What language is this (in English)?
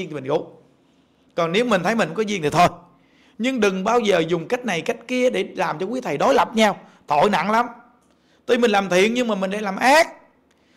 Vietnamese